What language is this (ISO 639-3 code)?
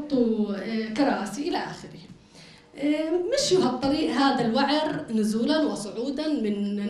apc